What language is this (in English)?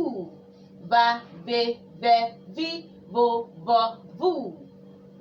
Urhobo